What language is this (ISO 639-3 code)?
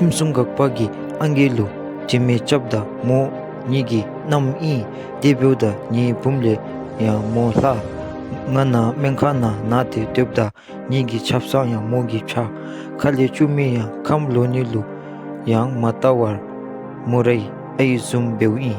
dzo